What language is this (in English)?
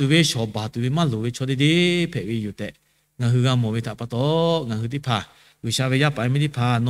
Lahu